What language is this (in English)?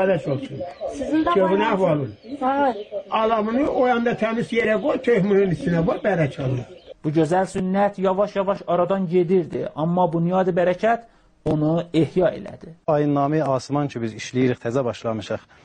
South Azerbaijani